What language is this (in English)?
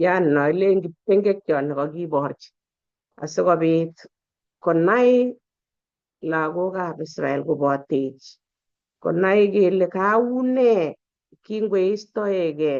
Kalenjin